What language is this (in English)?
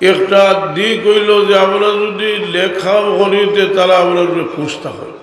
Sylheti